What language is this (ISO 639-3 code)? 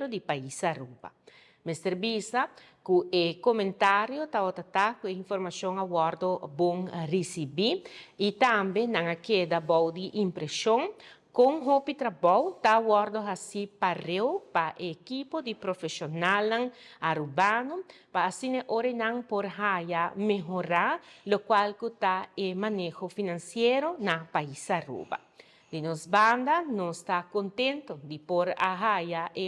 pap